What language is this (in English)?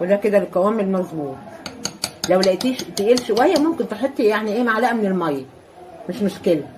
Egyptian Arabic